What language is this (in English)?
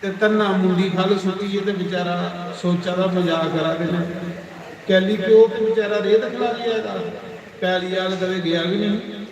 Dogri